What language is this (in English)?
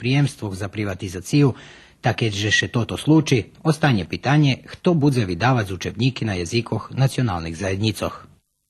Rusyn